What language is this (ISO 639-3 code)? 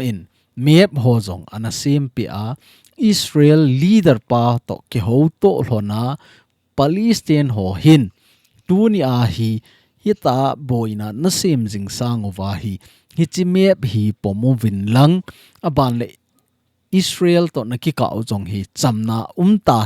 tcz